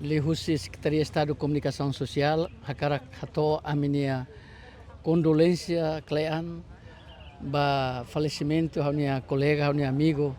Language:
Tetum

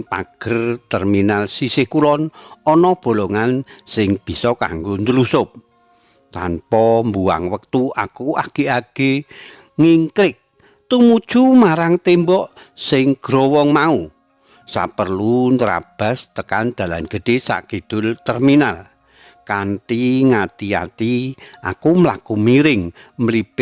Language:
Javanese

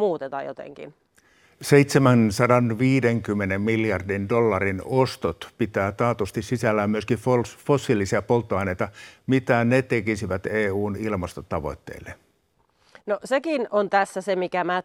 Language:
Finnish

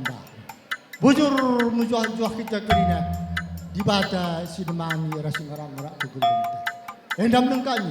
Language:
Batak Karo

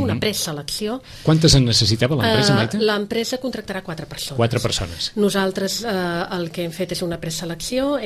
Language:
Catalan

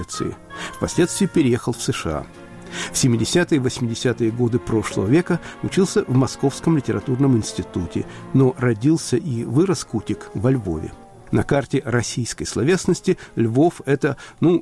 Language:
Russian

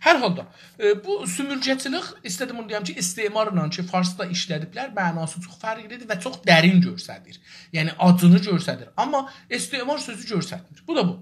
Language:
South Azerbaijani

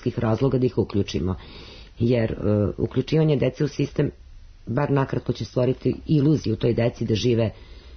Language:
Serbian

